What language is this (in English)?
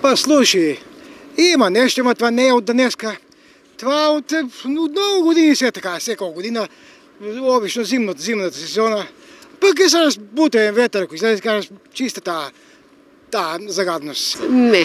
Macedonian